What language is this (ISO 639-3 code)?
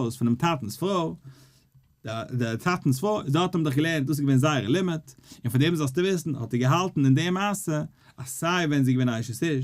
yid